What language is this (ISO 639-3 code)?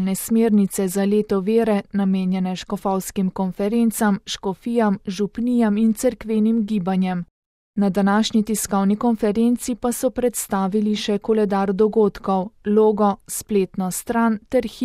slv